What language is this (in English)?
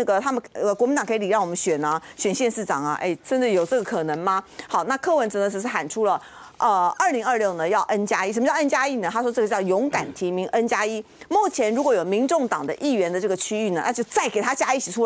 Chinese